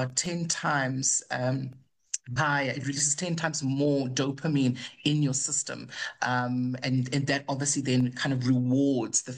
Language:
English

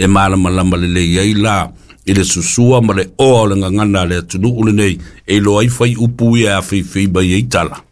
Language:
Samoan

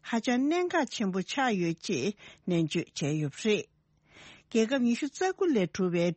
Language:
Tibetan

